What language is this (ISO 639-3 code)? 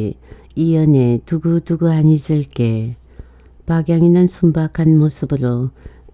kor